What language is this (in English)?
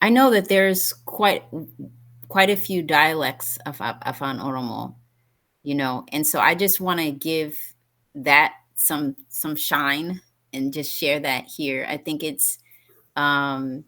English